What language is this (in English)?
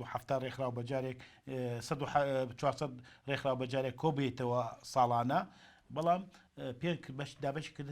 Central Kurdish